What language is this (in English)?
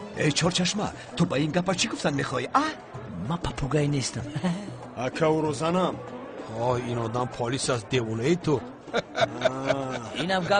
Tajik